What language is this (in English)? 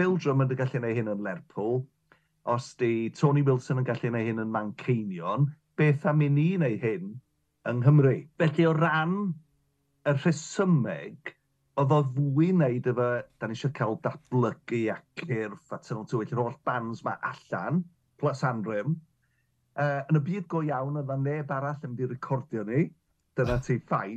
Welsh